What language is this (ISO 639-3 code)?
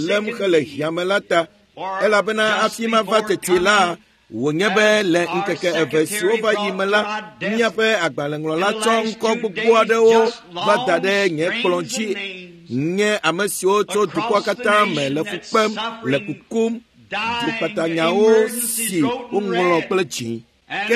ewe